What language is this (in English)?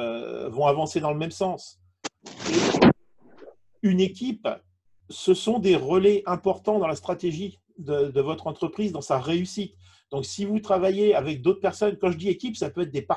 French